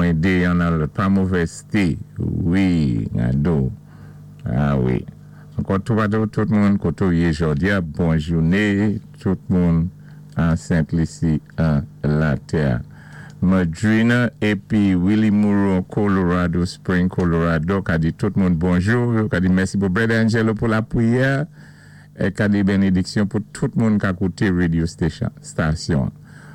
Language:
Saint Lucian Creole French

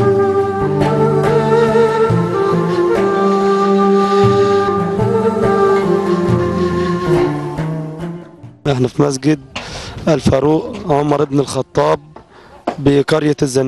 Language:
Egyptian Arabic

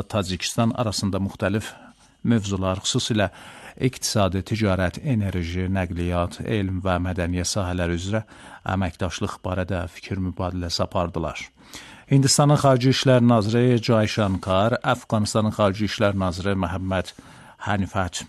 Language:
Azerbaijani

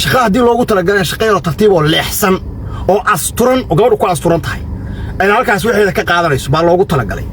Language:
Somali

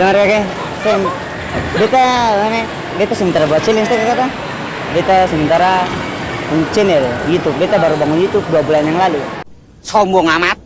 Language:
Ambonese Malay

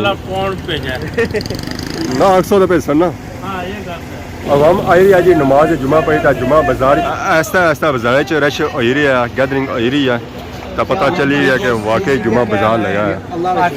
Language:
Pahari-Potwari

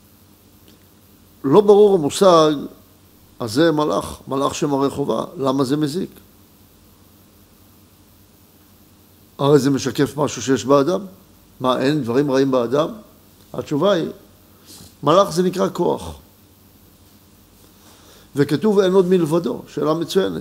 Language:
Hebrew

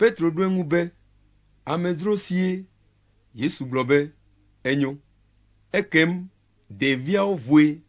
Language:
Ewe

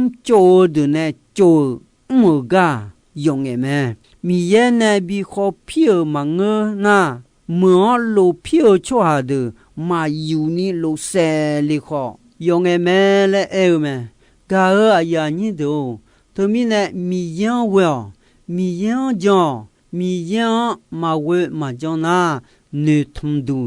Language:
Akha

